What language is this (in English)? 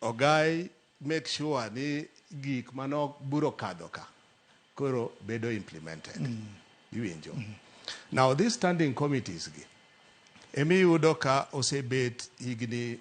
Luo (Kenya and Tanzania)